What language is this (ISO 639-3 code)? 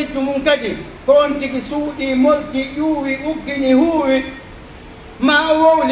fuf